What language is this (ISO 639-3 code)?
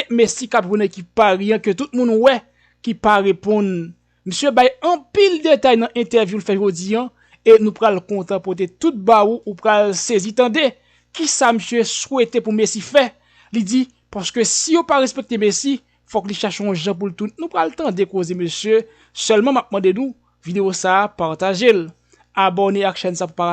hat